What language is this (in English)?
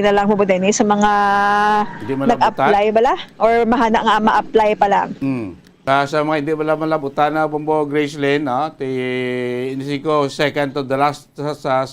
Hiligaynon